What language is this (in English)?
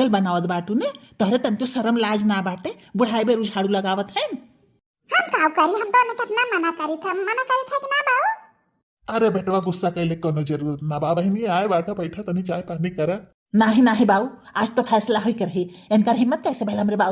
Bhojpuri